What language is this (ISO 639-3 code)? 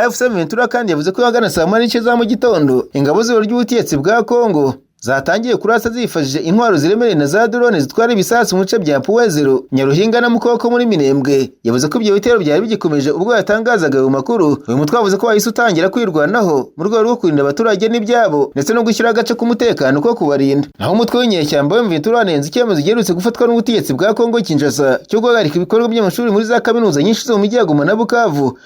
kin